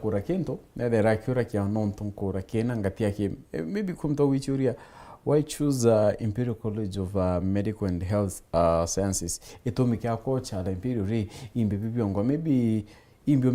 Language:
Meru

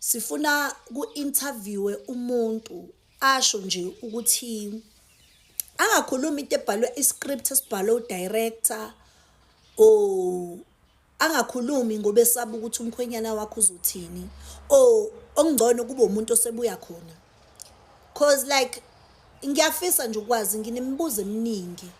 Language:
Zulu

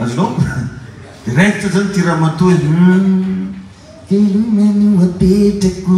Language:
Malagasy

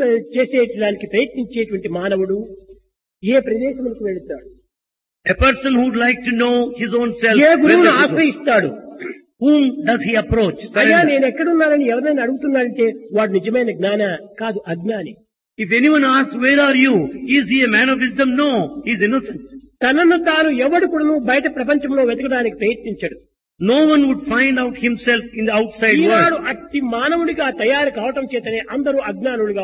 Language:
Telugu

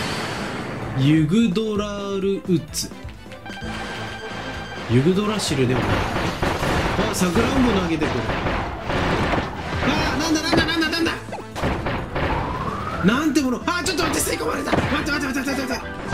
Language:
Japanese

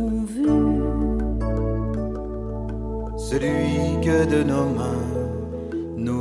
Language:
Dutch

